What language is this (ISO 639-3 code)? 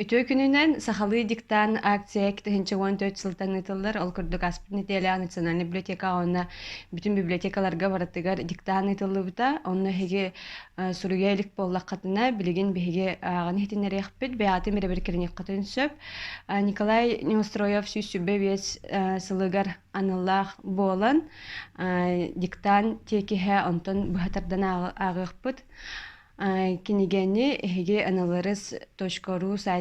sah